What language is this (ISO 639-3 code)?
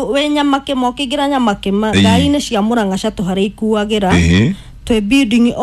kik